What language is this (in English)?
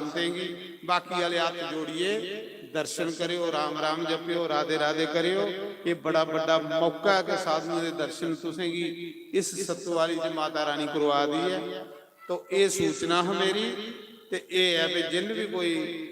Dogri